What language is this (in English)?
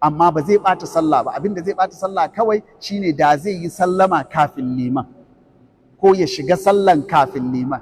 Hausa